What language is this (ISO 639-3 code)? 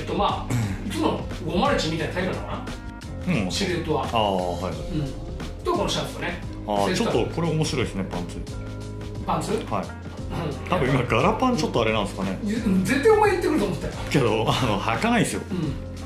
jpn